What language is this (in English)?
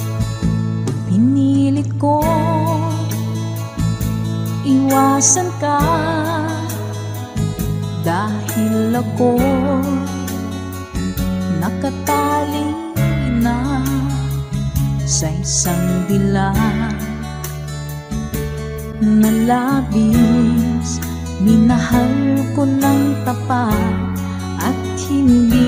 Filipino